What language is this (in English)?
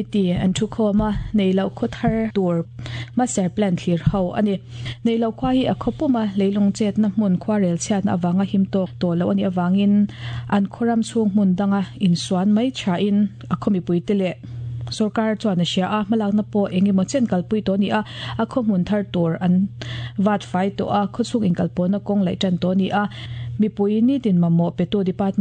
Mizo